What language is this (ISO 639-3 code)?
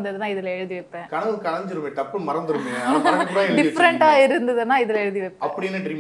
tam